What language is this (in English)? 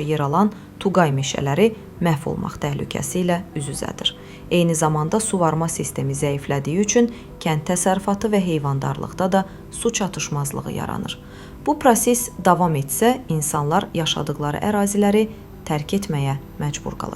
Azerbaijani